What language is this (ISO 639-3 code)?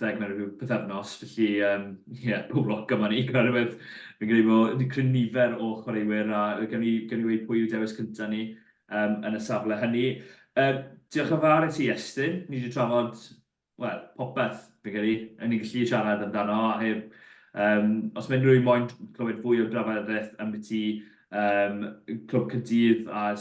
cym